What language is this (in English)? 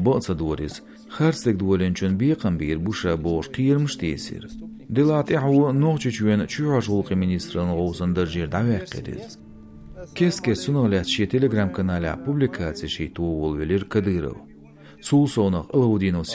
Chechen